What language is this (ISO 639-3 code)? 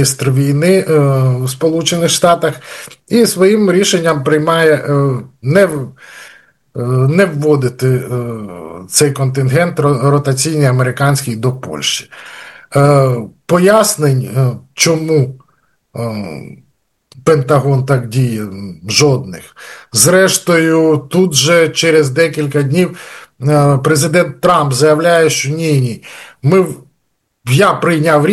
ukr